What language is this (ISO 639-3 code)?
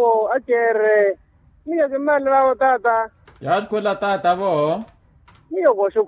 vmw